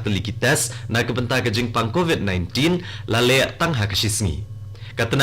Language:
Khasi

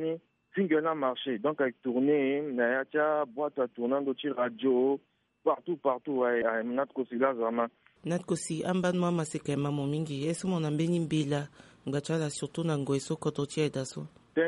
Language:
Sango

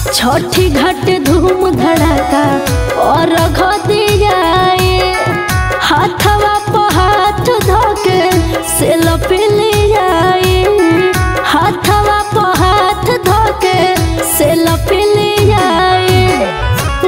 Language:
Bhojpuri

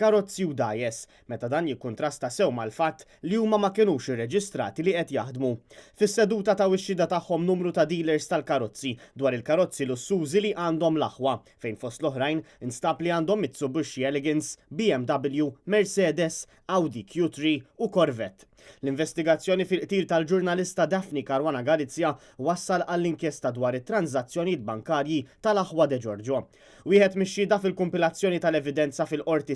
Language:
Maltese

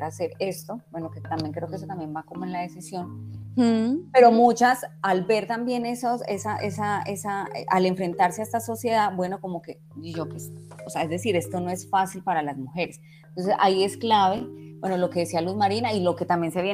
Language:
Spanish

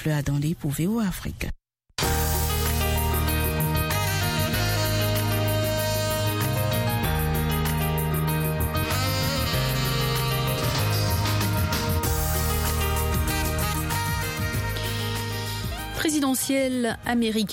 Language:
French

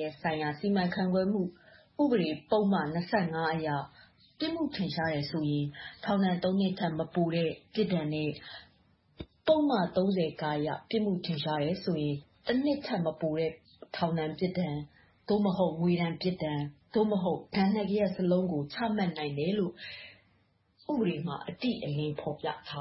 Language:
Burmese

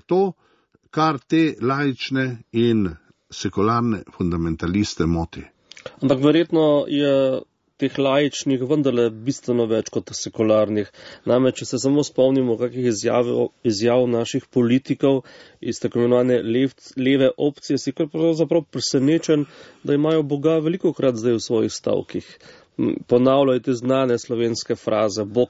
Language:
Slovenian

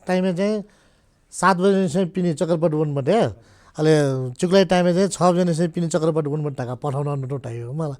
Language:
Newari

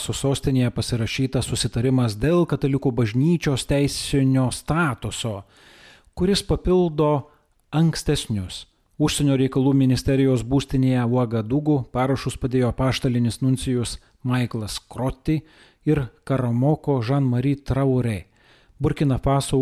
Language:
Lithuanian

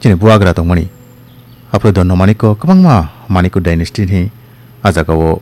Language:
Kok Borok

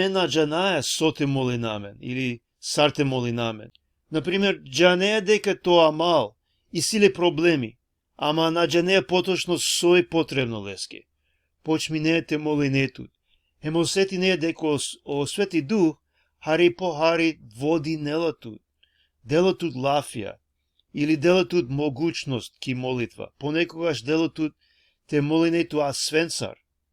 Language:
Balkan Romani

